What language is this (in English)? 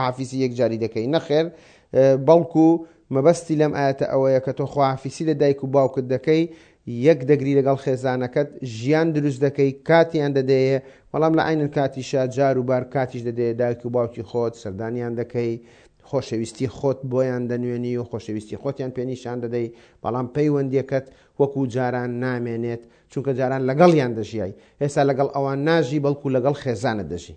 Central Kurdish